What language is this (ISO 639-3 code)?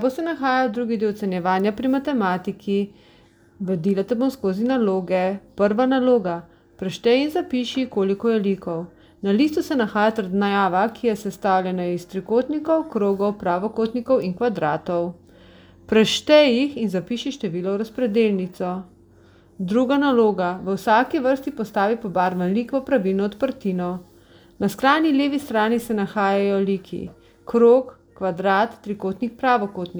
slv